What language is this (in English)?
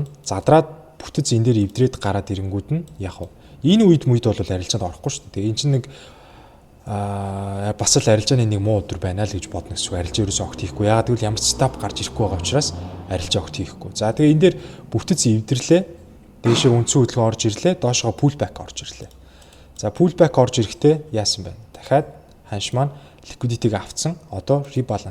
Mongolian